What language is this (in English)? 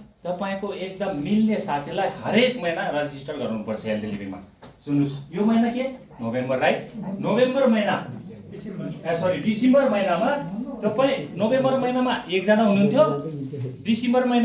Nepali